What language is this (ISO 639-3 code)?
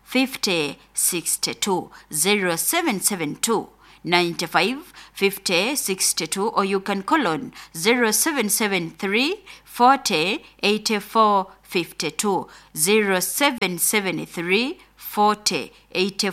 nyo